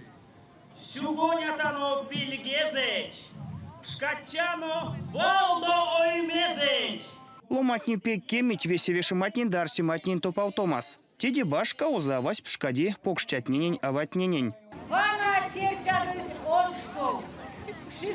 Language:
Erzya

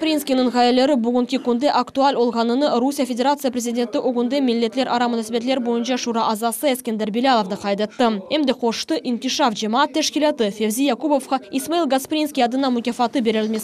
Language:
Crimean Tatar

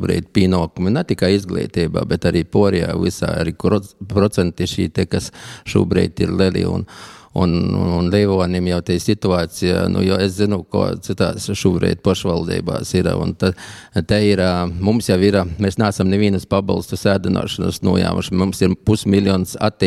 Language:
Latvian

